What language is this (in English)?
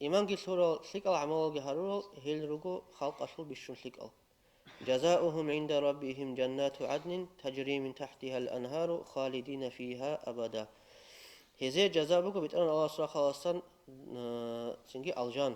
Avaric